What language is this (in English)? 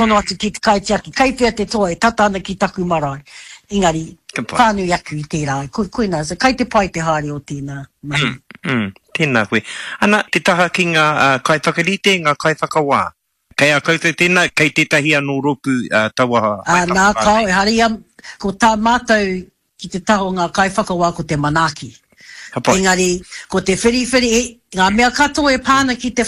Māori